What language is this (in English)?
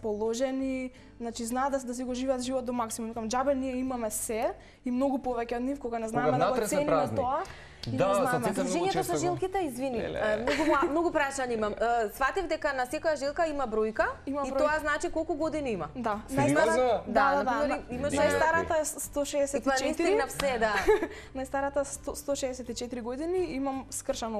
Macedonian